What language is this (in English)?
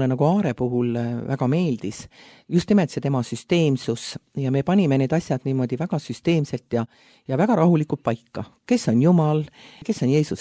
Estonian